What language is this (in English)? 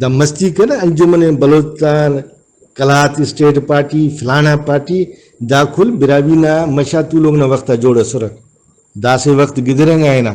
Brahui